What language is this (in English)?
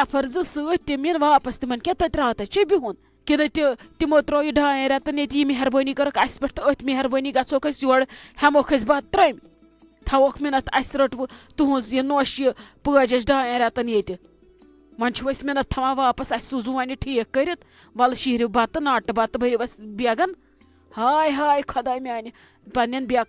Kashmiri